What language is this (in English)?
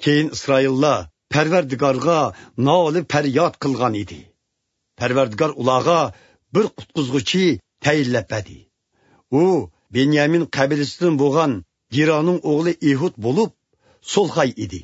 Uyghur